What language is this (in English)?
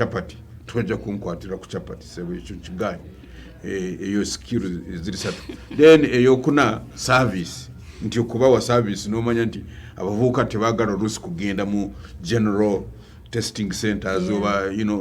Ganda